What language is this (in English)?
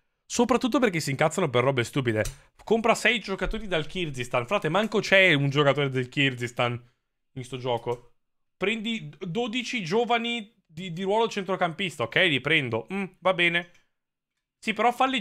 Italian